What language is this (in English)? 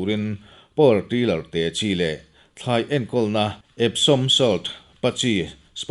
Mizo